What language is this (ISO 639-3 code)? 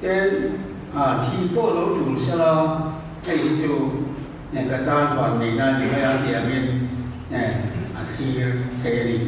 lus